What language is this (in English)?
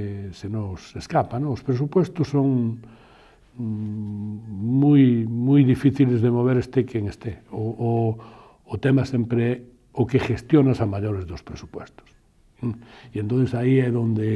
Galician